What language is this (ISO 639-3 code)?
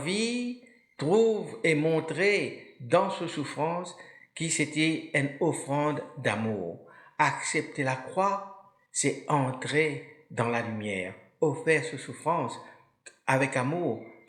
mfe